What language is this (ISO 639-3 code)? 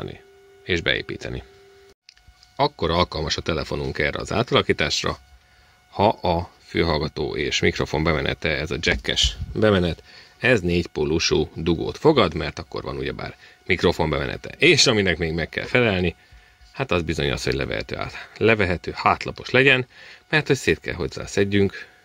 hun